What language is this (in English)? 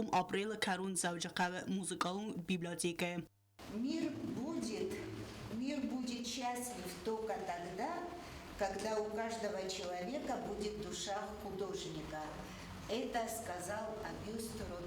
Ossetic